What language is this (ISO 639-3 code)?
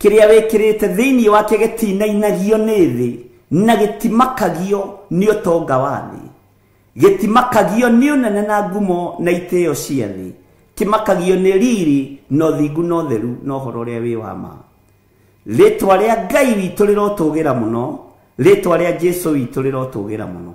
kik